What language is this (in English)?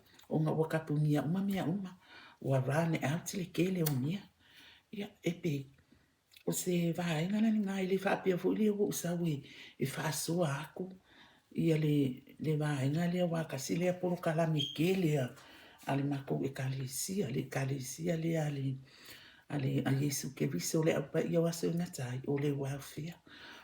Samoan